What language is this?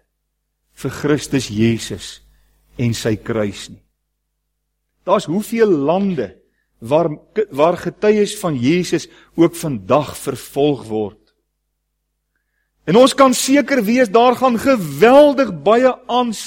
Afrikaans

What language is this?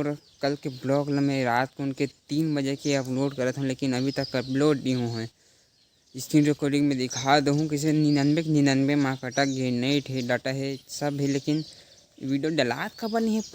Chhattisgarhi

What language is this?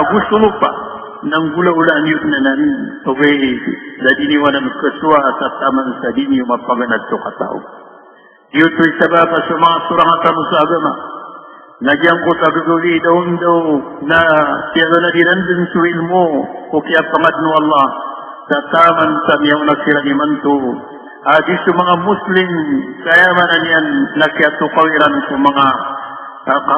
Maranao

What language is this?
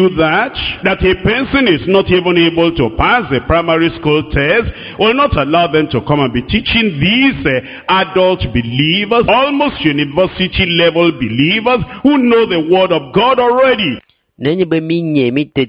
Ewe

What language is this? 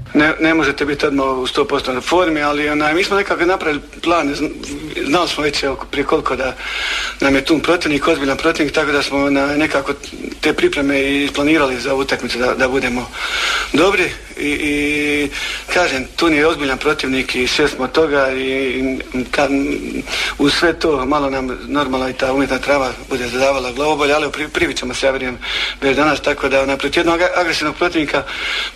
Croatian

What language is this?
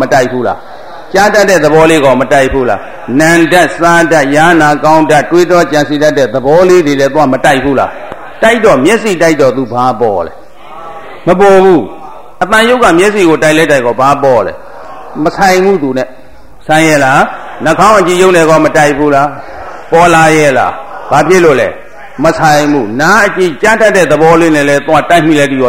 Burmese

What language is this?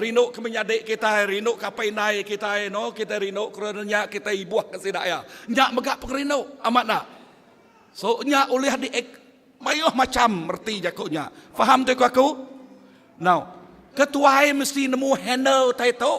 Iban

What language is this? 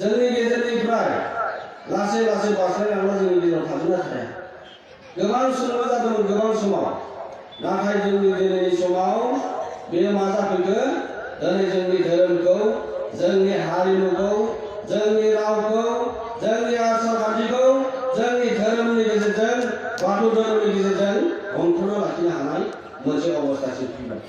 Bodo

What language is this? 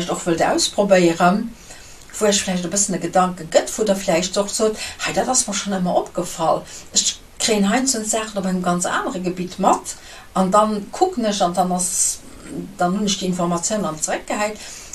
Luxembourgish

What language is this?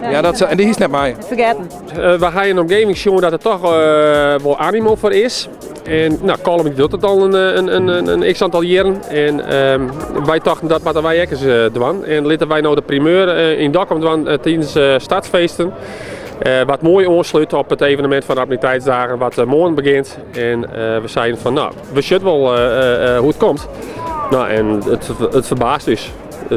Western Frisian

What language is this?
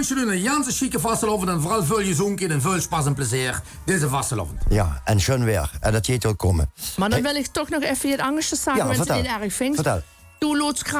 Limburgish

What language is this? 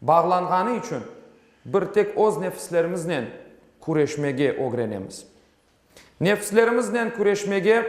Crimean Tatar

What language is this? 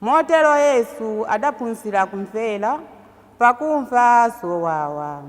Nyanja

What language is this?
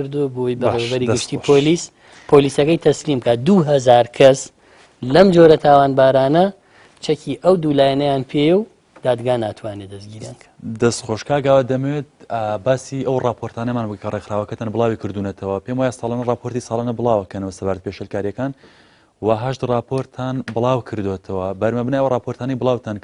Central Kurdish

